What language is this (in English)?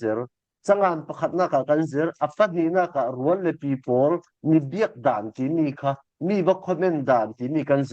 Falam Chin